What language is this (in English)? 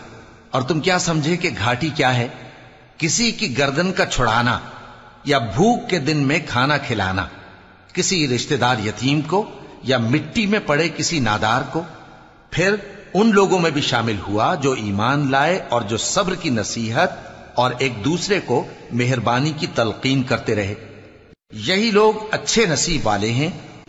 Urdu